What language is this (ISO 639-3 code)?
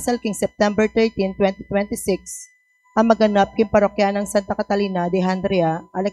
pam